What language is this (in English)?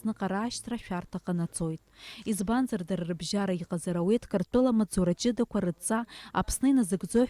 Abkhazian